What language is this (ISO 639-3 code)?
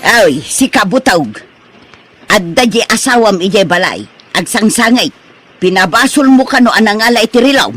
ilo